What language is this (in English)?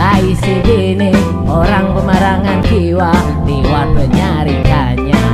Banjar